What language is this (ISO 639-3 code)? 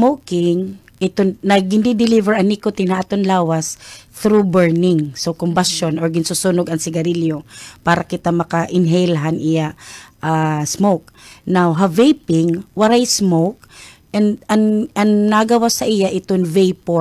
war